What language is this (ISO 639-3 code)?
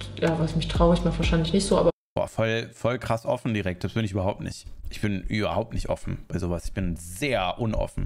deu